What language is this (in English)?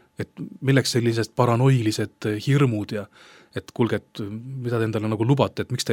Estonian